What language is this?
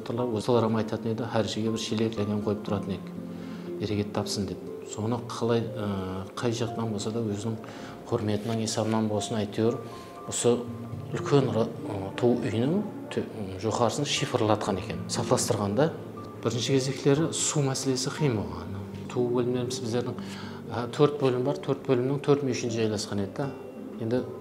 Kara-Kalpak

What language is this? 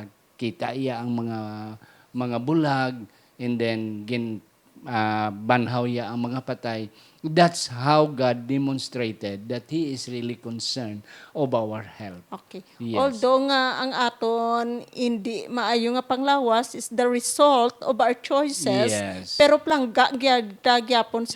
Hiligaynon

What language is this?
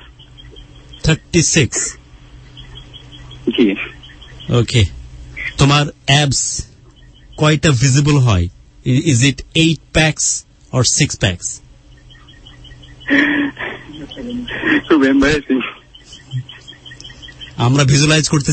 Bangla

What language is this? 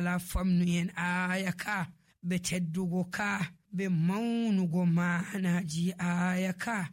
Nigerian Fulfulde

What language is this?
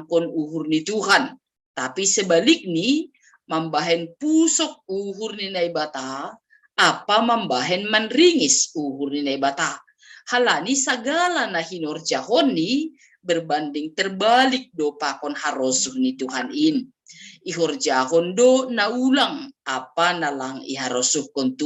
Batak Simalungun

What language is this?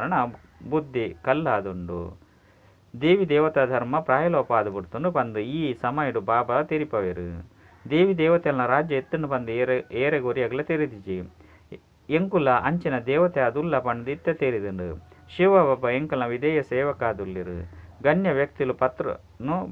Tulu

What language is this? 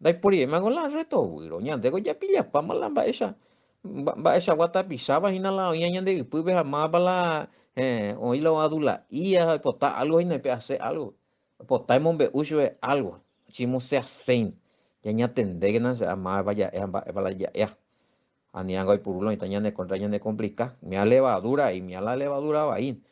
Guarani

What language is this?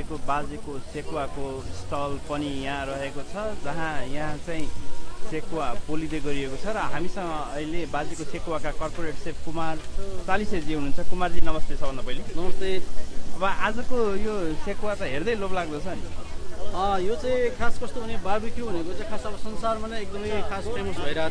Nepali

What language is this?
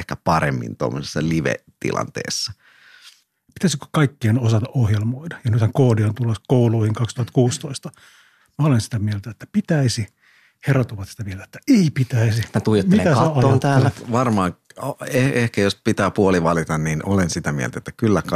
Finnish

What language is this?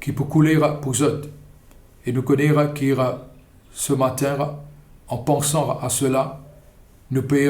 Morisyen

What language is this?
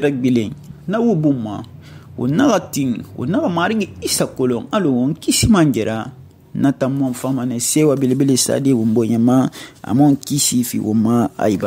Susu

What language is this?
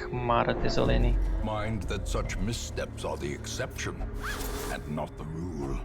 Rusyn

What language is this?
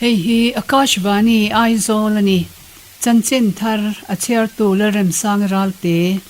Mizo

